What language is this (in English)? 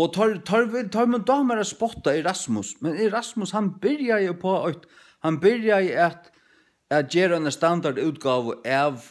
Faroese